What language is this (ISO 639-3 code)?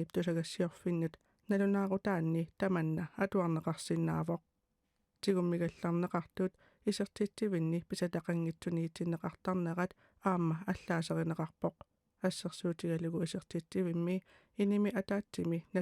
kal